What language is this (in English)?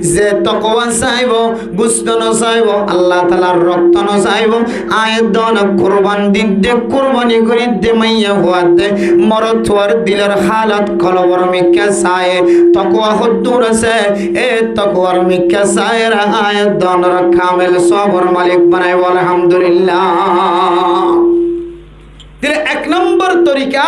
Rohingya